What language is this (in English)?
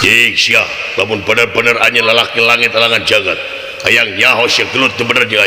Sundanese